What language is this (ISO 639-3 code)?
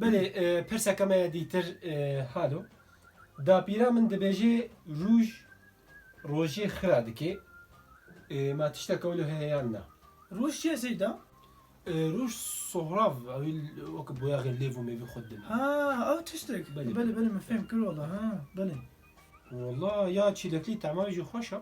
kur